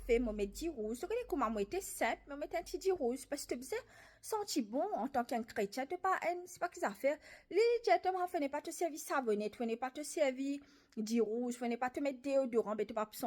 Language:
Morisyen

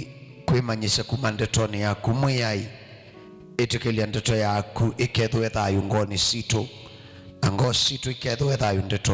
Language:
Kamba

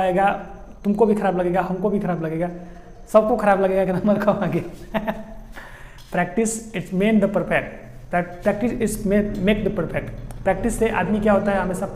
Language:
Hindi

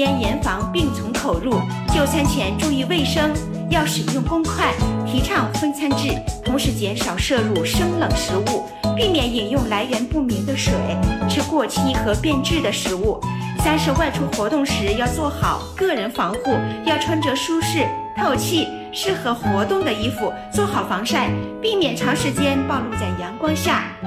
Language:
Chinese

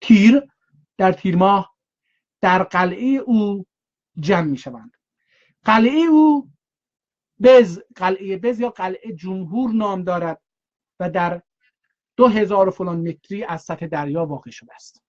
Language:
South Azerbaijani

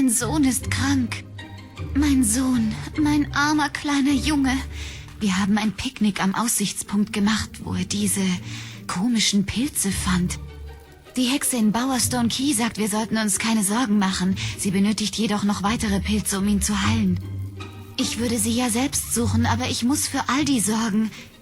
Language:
Swiss German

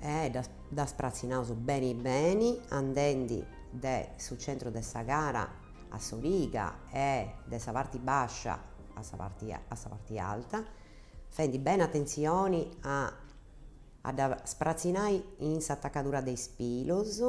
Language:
Sardinian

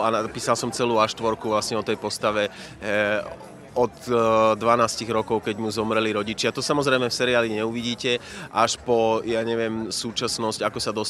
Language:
Slovak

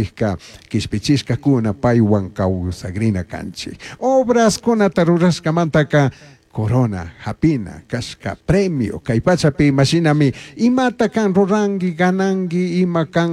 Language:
Chimborazo Highland Quichua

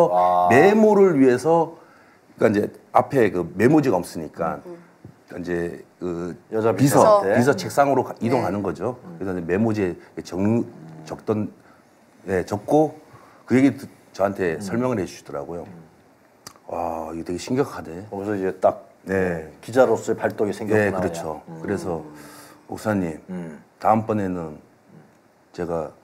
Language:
Korean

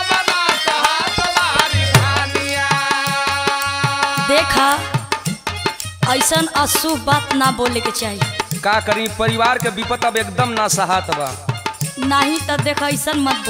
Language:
Bhojpuri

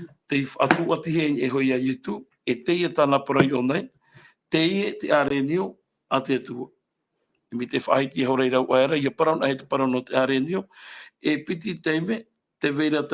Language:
Tahitian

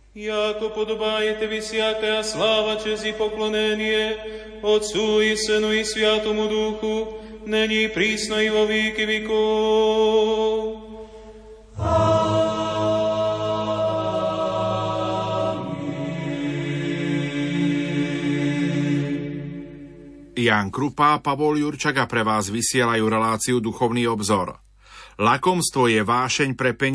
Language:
Slovak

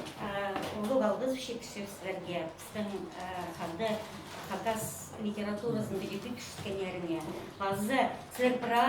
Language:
Khakas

